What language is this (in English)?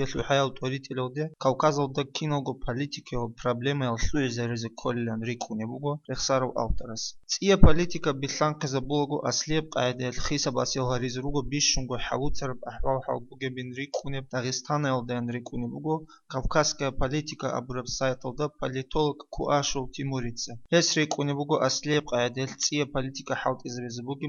Avaric